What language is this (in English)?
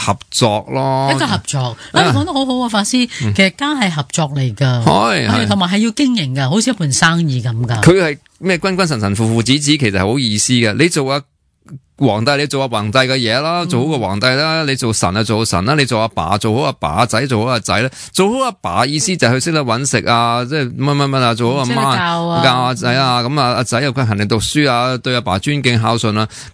Cantonese